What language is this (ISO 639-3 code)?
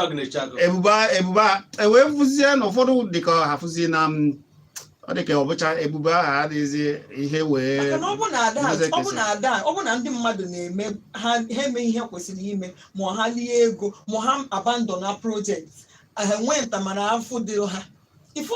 ibo